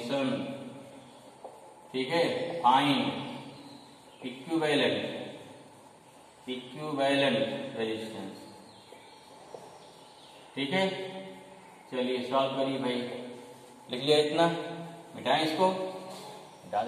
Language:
Hindi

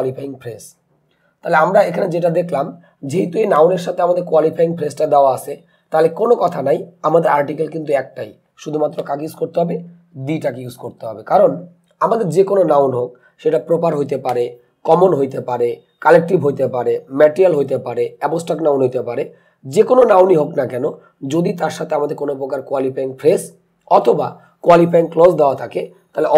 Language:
Bangla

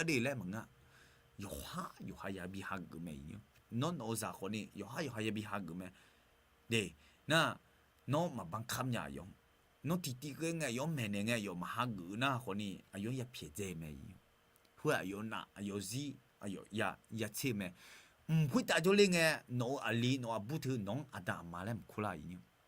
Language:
Akha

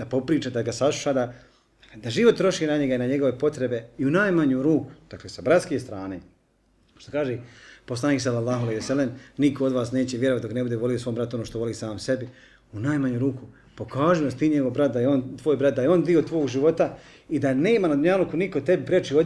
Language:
Bosnian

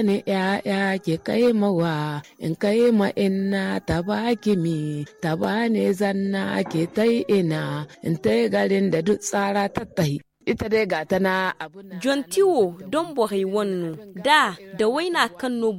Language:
Zarma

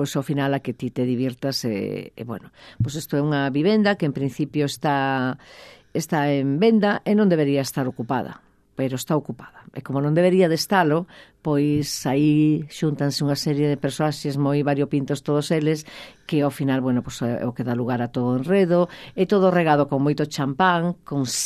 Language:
Galician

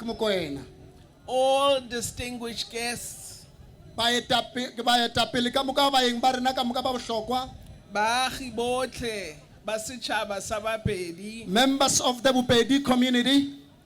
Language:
Northern Sotho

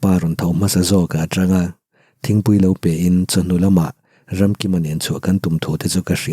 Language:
Mizo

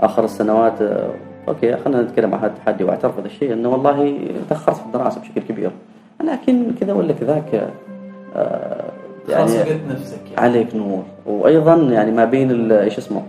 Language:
Gulf Arabic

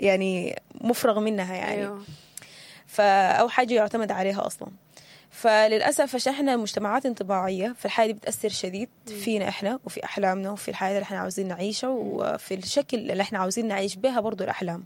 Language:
Sudanese Arabic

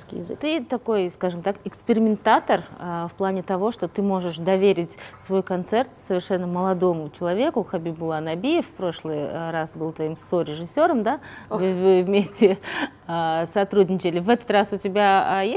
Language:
Russian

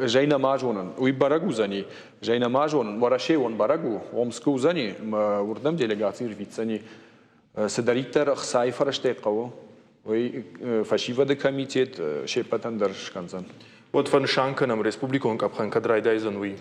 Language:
Ossetic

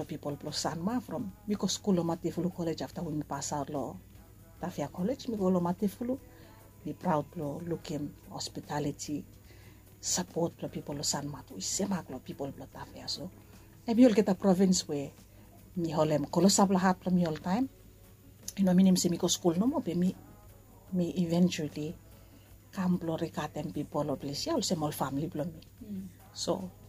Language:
Bislama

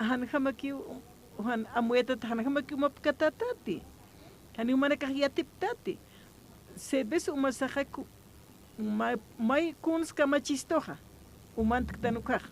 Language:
Aymara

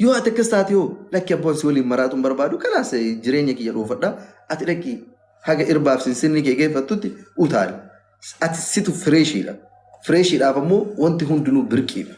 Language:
Oromo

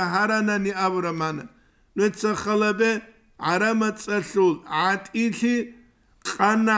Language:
Avaric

